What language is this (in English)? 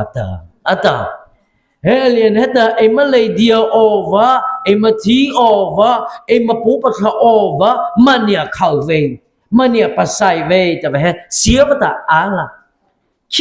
Mara Chin